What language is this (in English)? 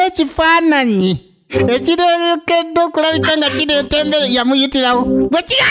Ganda